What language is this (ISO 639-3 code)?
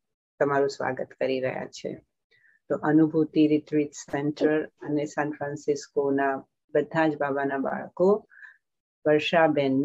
guj